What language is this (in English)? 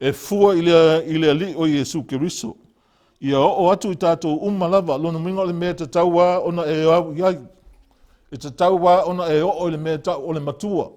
Samoan